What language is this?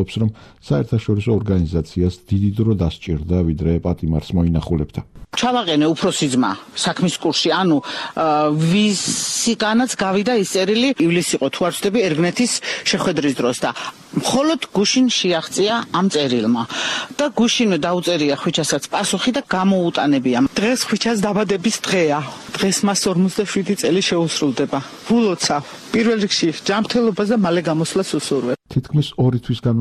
Georgian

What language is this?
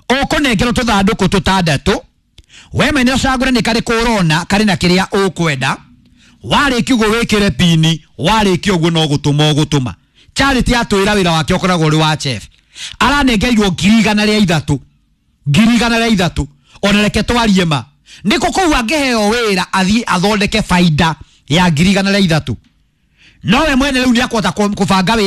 Kikuyu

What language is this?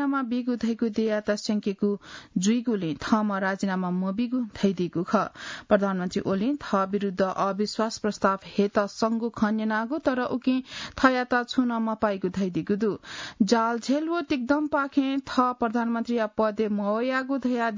Newari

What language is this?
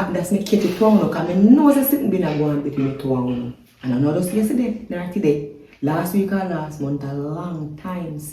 Jamaican Creole English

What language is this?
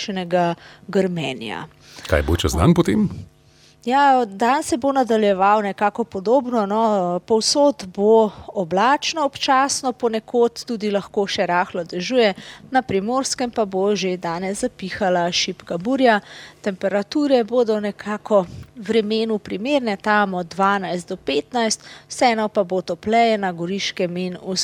Slovenian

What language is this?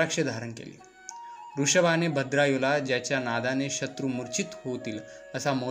Marathi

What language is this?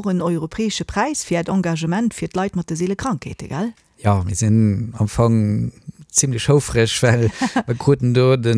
Luxembourgish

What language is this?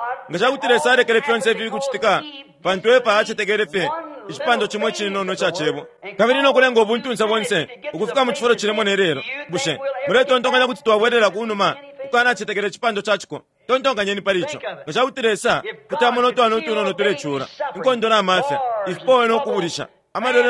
Bemba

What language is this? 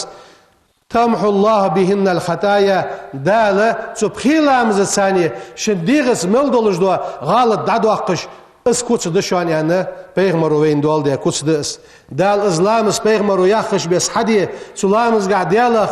Ingush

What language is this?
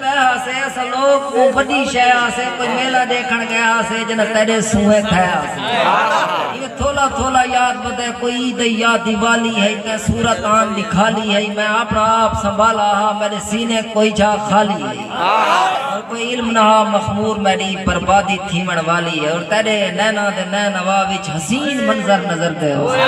Saraiki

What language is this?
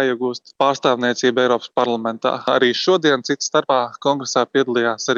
Latvian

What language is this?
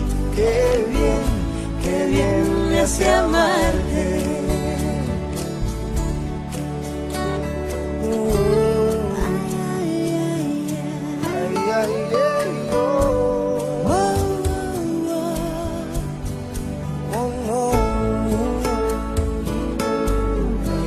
Spanish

